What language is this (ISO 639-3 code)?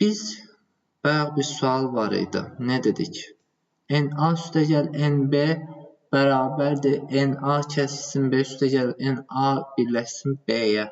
aze